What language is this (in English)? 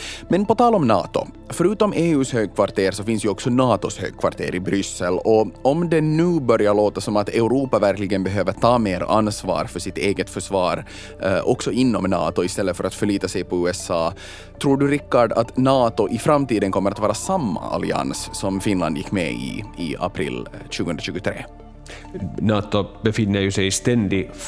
Swedish